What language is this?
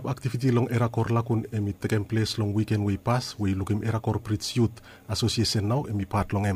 Bislama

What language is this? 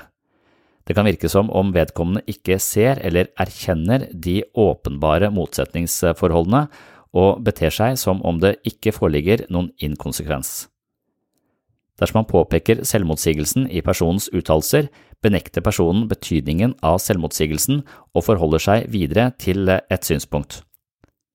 Norwegian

